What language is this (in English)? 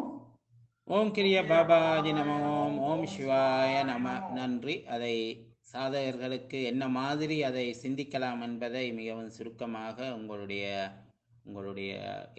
Tamil